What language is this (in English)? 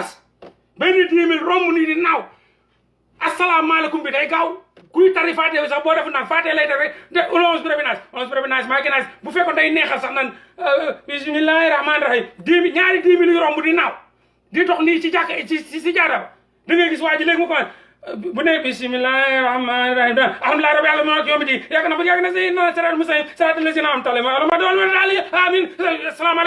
Wolof